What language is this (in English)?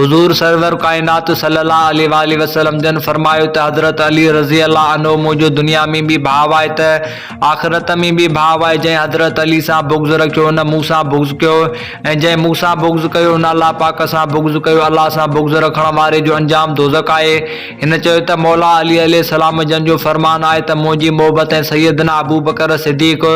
Sindhi